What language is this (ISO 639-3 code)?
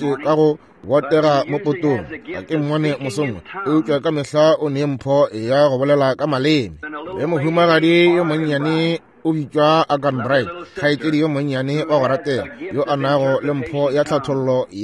nso